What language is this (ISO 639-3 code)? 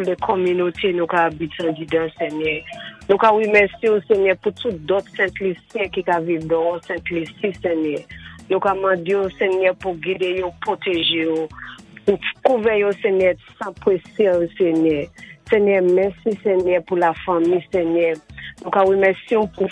acf